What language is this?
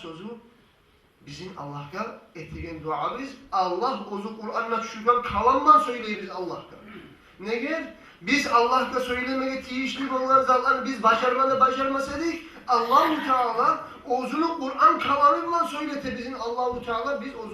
Kumyk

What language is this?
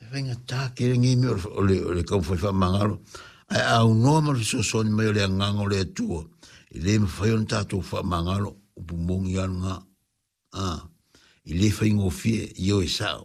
Samoan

